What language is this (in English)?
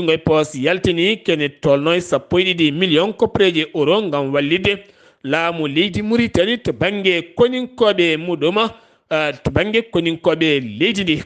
Fula